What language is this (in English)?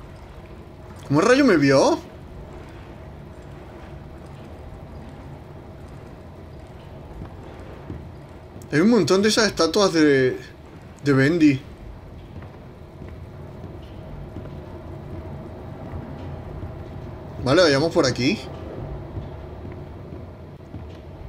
Spanish